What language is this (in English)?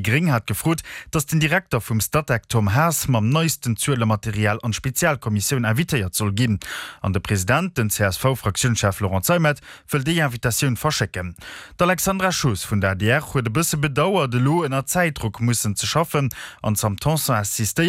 Luxembourgish